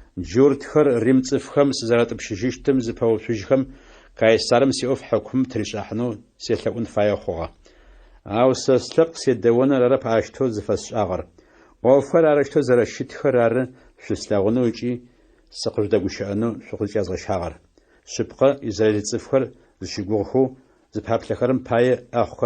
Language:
Adyghe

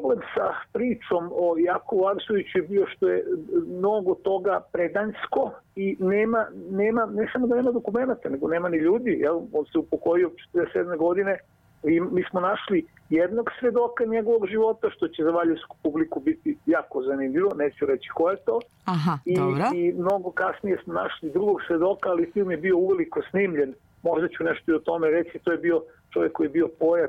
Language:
Serbian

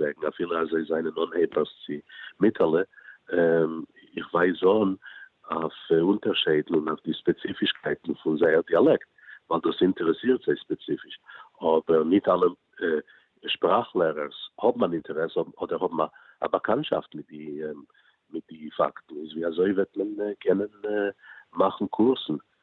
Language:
Yiddish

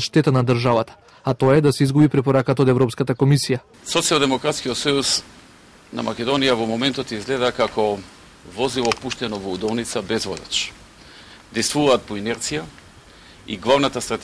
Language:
Macedonian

